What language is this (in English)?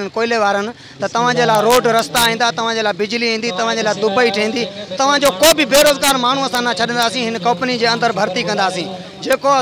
Sindhi